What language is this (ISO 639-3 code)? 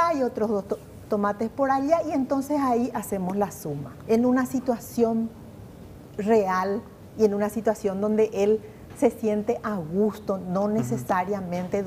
spa